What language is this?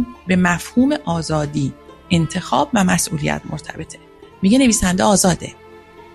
Persian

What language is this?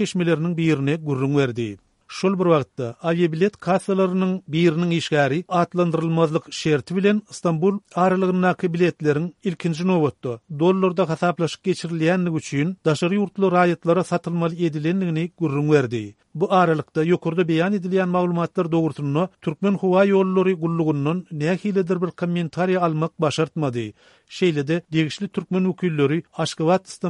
Turkmen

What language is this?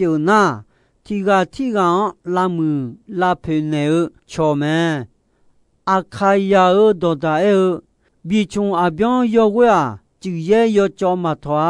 Akha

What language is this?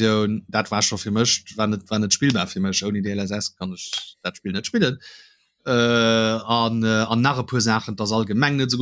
Luxembourgish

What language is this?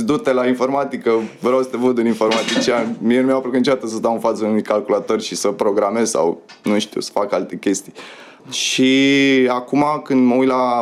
Romanian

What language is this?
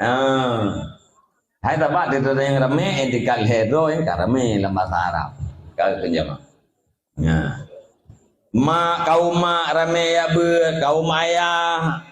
Achinese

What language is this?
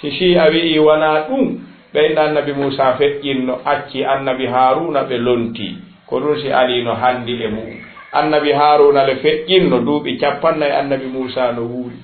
Fula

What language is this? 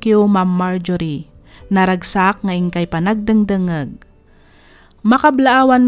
Iloko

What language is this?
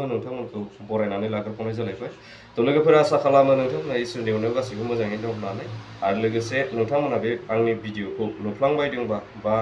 Bodo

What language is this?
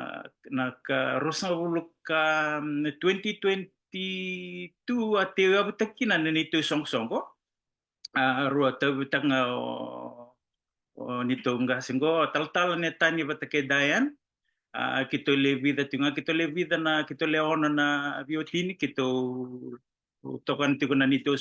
Fijian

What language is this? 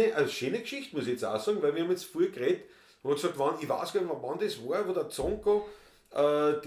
Bavarian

